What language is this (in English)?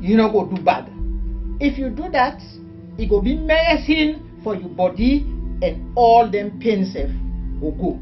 Krio